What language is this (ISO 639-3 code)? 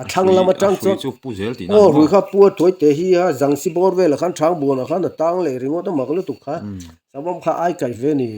lus